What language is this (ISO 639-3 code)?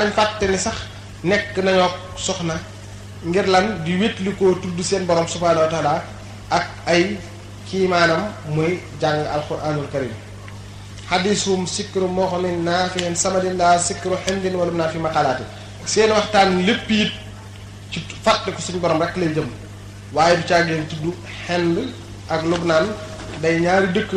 wol